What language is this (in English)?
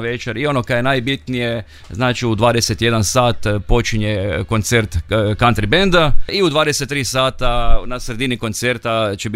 Croatian